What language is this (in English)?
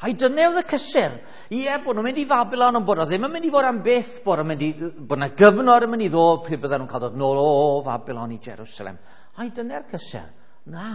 Welsh